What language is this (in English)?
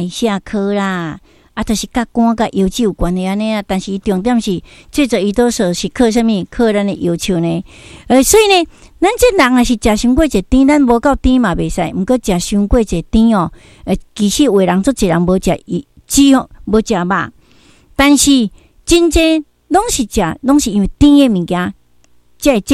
Min Nan Chinese